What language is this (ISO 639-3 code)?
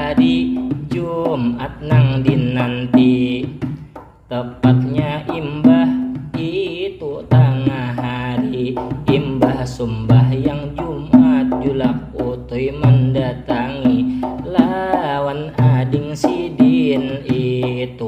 bjn